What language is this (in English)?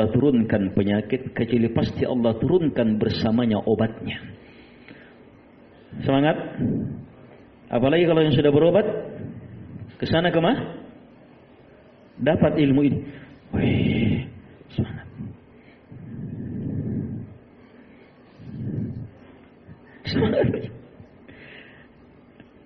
Indonesian